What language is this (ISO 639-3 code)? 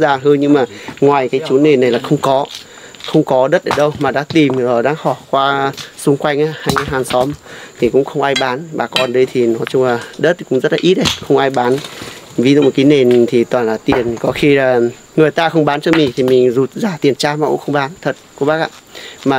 vie